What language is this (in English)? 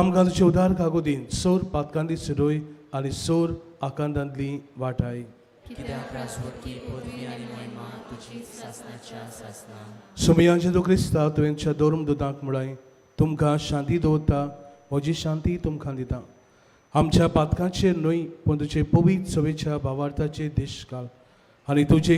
Konkani